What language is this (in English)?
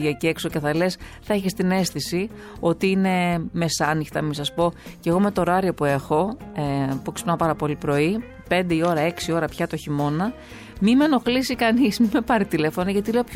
Greek